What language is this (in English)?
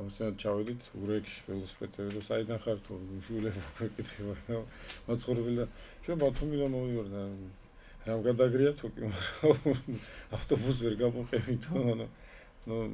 Georgian